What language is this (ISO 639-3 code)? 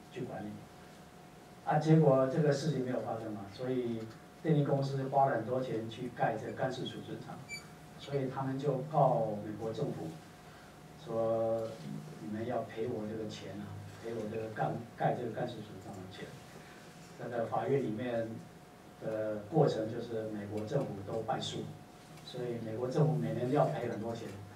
zho